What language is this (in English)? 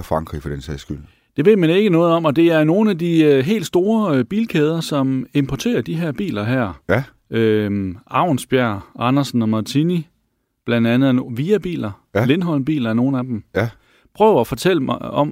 Danish